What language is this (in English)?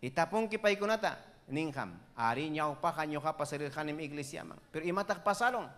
Ayacucho Quechua